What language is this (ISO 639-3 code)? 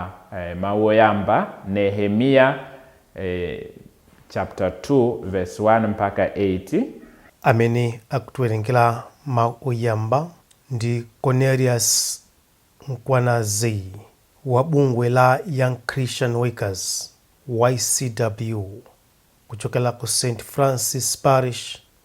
nya